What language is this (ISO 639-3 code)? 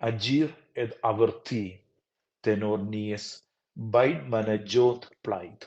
roh